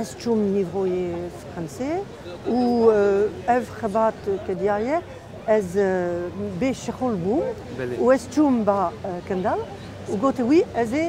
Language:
Kurdish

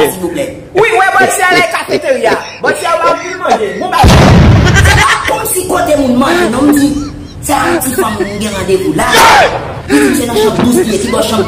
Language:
Haitian Creole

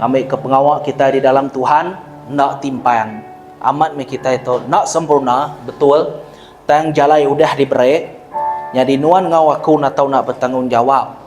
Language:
Iban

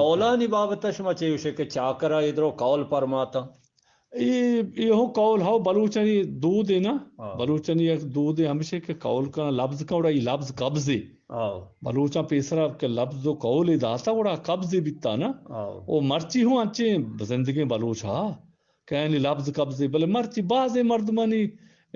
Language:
Eastern Balochi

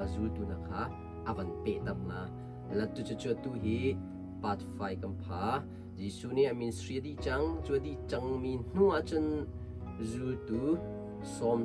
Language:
Hakha Chin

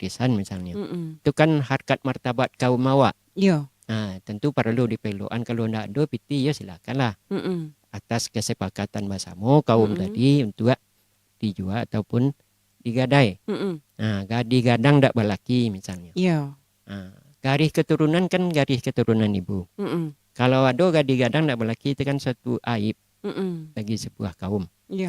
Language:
Minangkabau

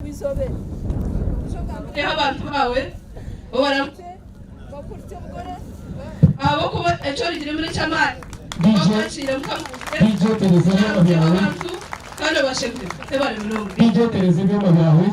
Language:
Nyankole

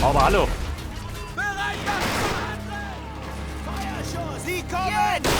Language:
Bavarian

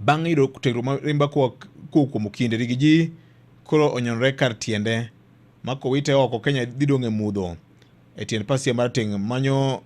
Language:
Luo (Kenya and Tanzania)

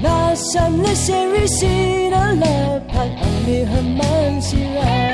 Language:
Rawang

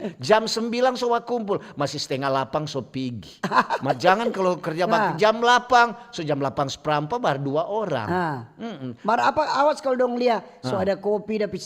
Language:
Manado Malay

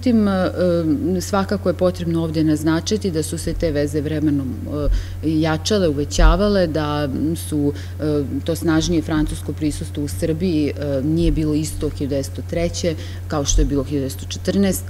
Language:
Serbian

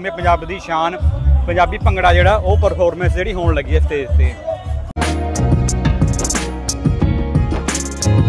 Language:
Punjabi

